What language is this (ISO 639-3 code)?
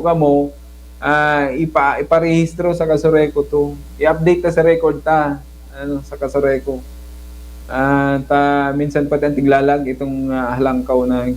bik